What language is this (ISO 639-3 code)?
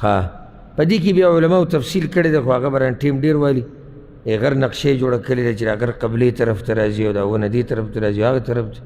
pus